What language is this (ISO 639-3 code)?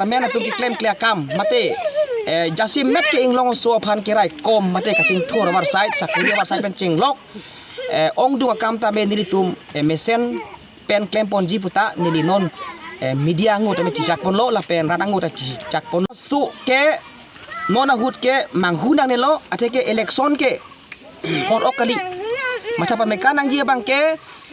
mjw